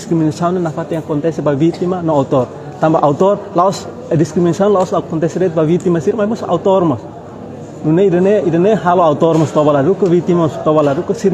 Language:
Tetum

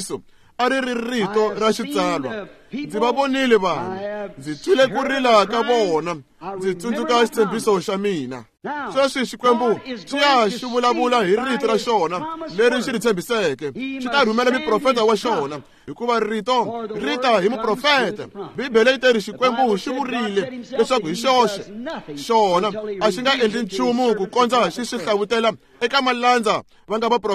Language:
Tsonga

